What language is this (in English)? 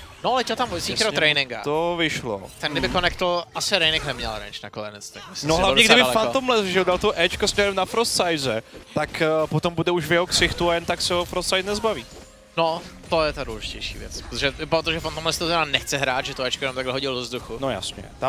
Czech